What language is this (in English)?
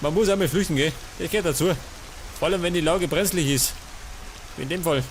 Bavarian